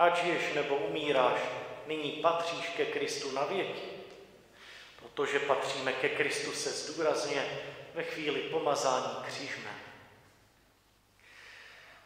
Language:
Czech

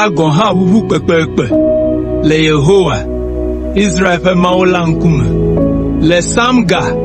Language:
Ewe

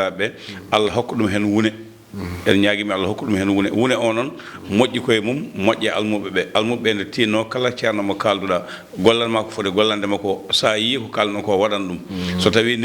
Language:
Fula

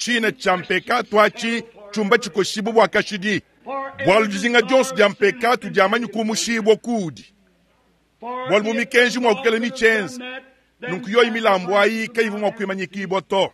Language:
Luba-Lulua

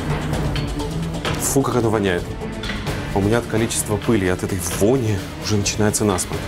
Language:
Russian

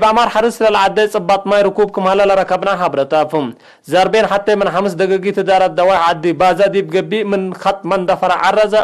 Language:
Tigre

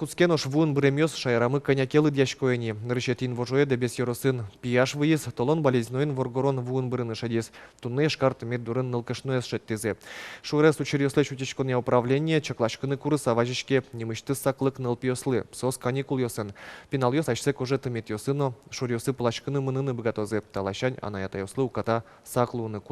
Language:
Udmurt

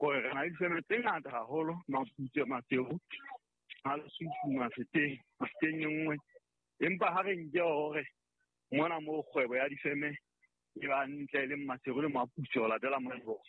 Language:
Southern Sotho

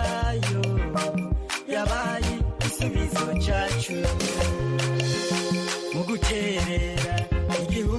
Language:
Kinyarwanda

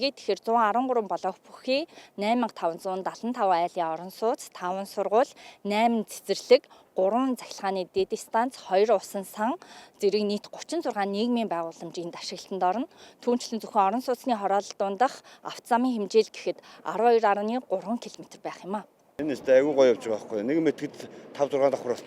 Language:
Mongolian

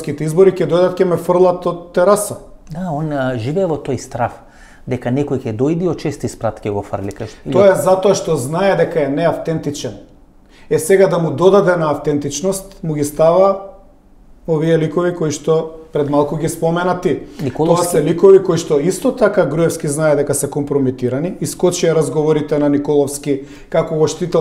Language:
Macedonian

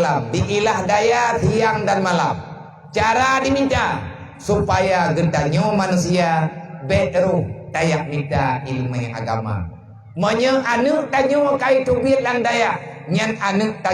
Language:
Achinese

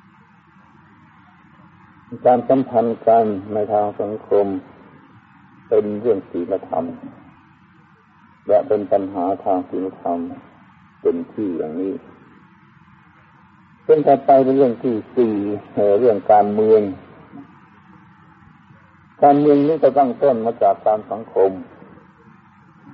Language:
Thai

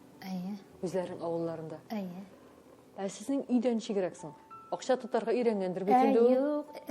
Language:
Tatar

